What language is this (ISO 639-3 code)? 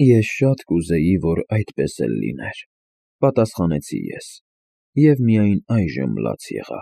hye